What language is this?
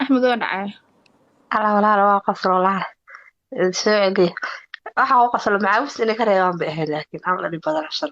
Somali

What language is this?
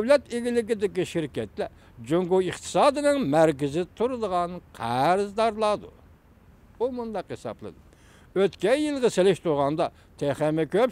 Uyghur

